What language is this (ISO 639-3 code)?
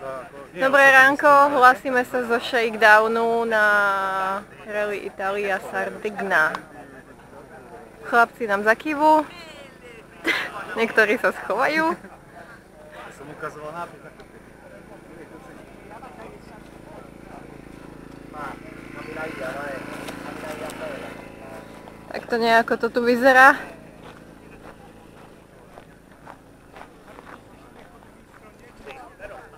slk